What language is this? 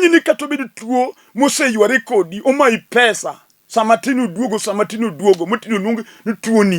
Luo (Kenya and Tanzania)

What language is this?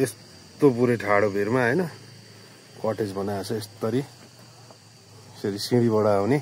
Nepali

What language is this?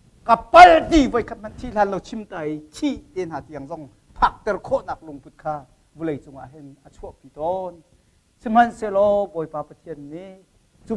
Hakha Chin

